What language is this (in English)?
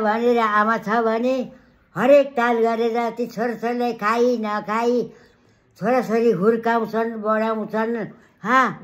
Nepali